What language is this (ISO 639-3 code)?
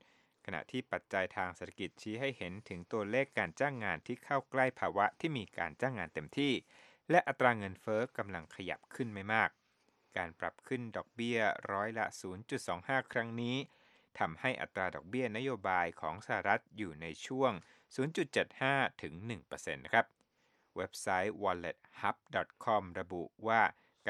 tha